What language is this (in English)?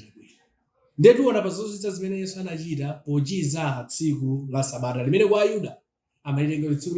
Nyanja